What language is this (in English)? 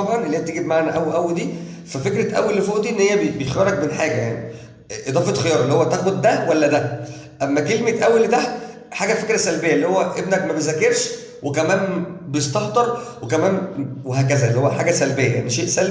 Egyptian Arabic